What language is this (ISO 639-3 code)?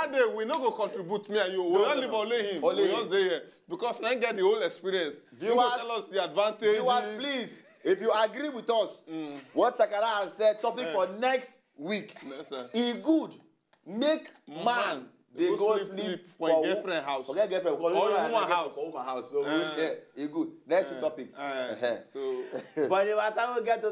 pcm